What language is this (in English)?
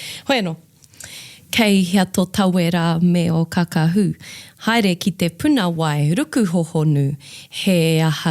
Māori